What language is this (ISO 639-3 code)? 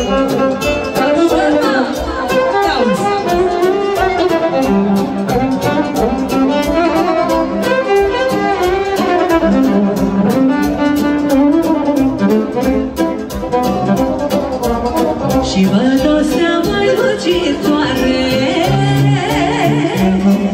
ron